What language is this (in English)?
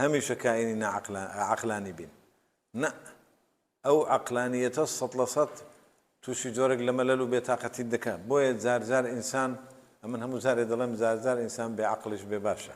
Central Kurdish